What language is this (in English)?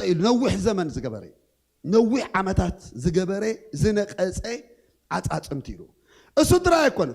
Tigrinya